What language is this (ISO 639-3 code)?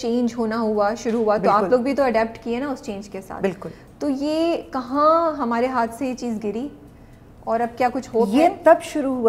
urd